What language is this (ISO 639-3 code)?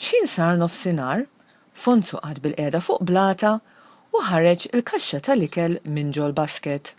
mlt